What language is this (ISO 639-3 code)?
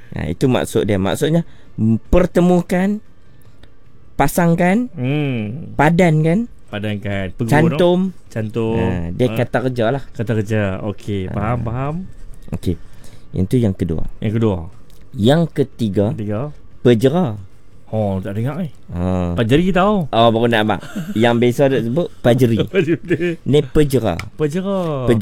msa